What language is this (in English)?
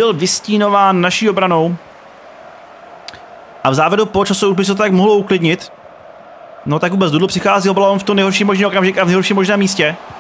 Czech